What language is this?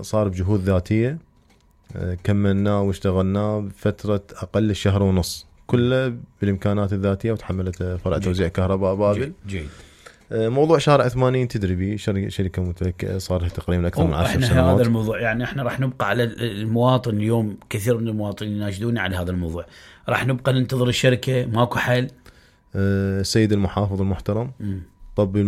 Mesopotamian Arabic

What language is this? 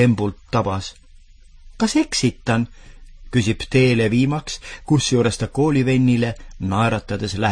Estonian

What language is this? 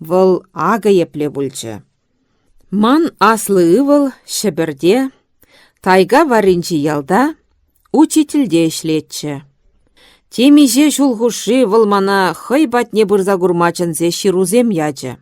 Chuvash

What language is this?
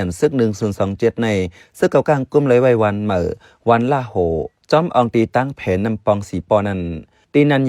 Shan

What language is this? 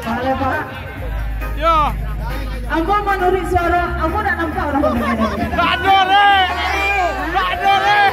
Minangkabau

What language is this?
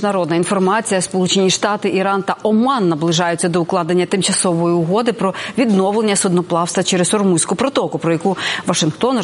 Ukrainian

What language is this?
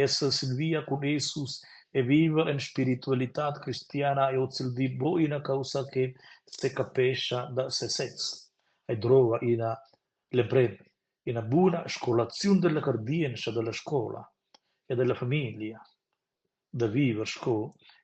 Romansh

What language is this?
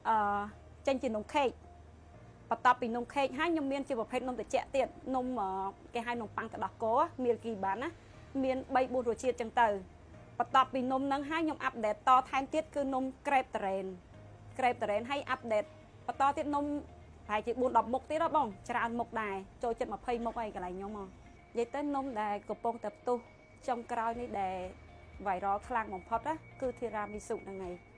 Khmer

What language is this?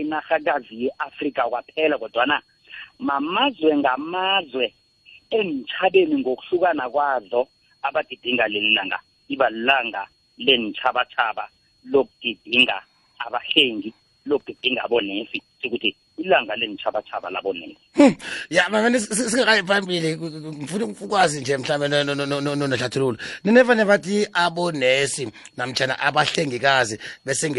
South Ndebele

